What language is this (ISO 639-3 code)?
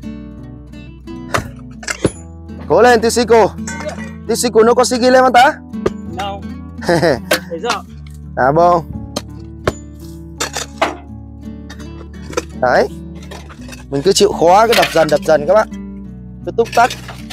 vie